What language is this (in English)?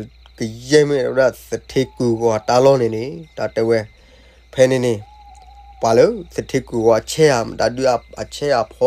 S'gaw Karen